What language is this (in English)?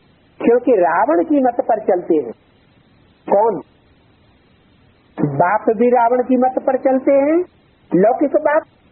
Hindi